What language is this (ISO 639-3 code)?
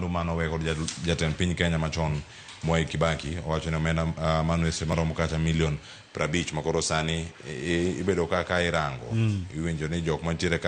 luo